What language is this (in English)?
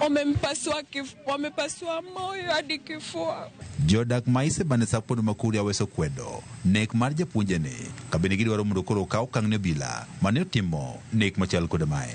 Luo (Kenya and Tanzania)